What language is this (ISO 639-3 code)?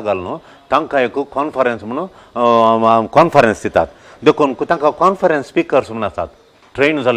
kok